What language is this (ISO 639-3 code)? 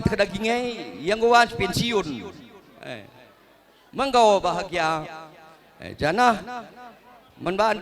btx